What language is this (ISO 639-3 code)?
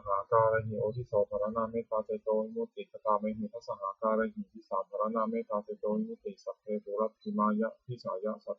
pli